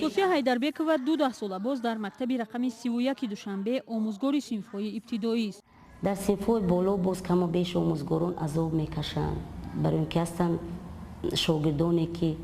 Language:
Tajik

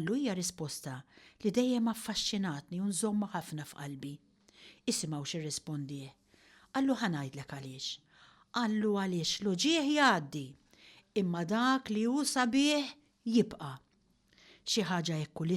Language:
Maltese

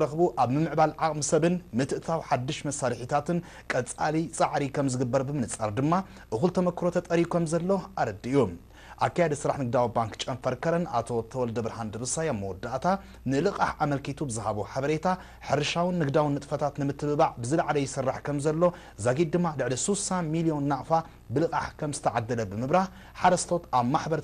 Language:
Tigrinya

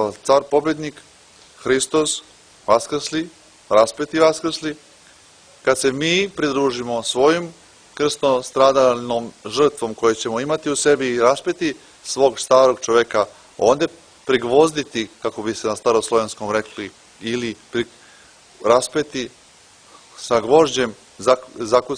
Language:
Serbian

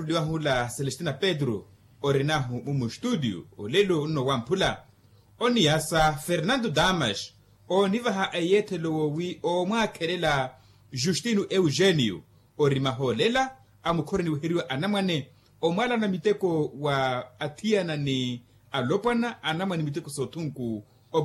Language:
Makhuwa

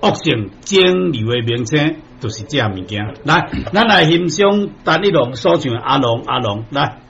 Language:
Min Nan Chinese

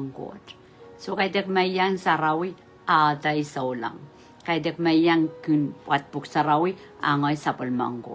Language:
Pohnpeian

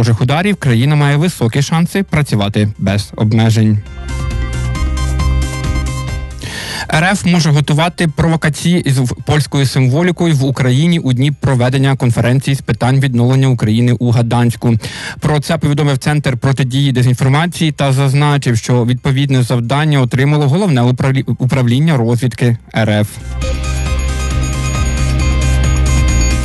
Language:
Ukrainian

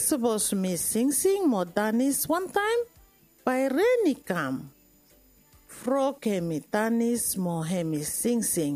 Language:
Bislama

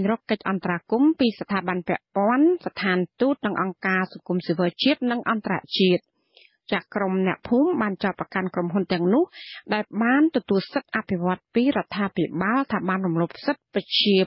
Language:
Khmer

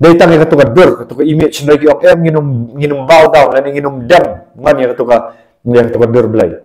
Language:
Khasi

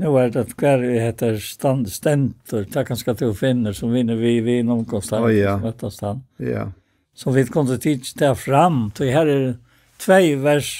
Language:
Faroese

